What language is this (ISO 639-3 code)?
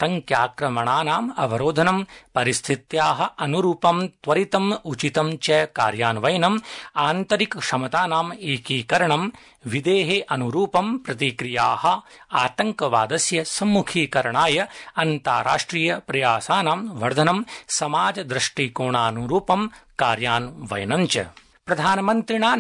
san